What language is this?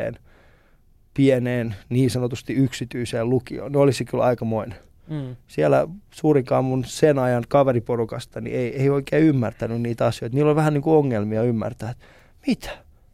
Finnish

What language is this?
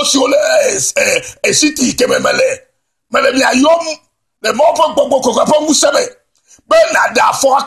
Ewe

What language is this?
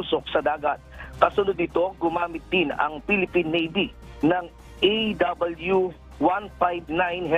Filipino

